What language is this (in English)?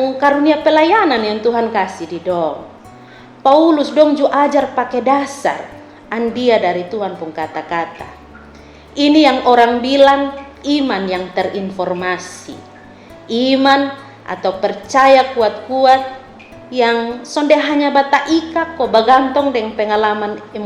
Kupang Malay